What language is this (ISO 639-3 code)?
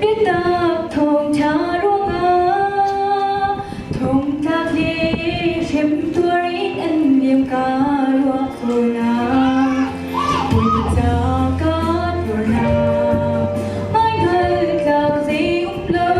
cnh